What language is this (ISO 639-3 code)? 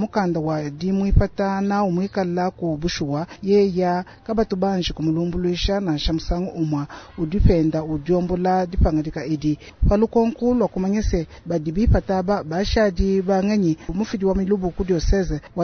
lua